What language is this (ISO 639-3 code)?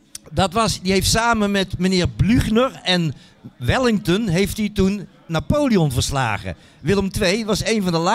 nld